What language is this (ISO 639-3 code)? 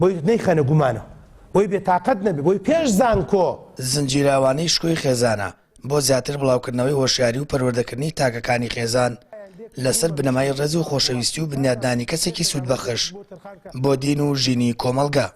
ckb